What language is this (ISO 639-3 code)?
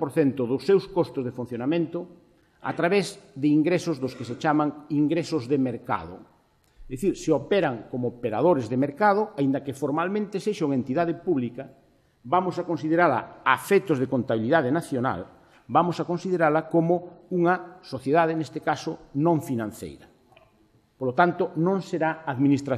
glg